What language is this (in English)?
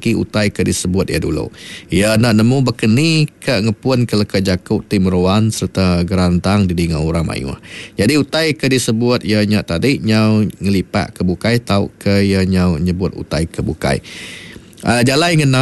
Iban